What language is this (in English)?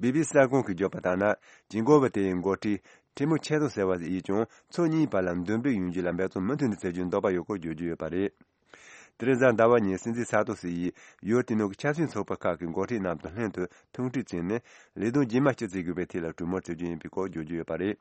Tibetan